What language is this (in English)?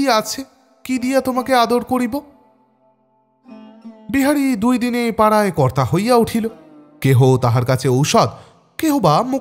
Bangla